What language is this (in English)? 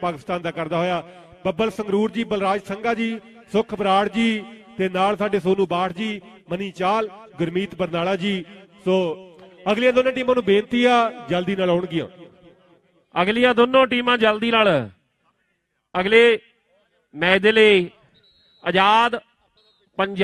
Punjabi